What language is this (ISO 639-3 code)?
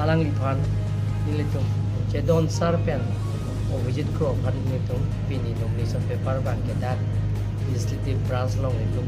mjw